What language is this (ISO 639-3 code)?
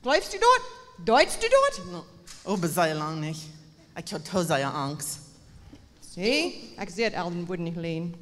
pdt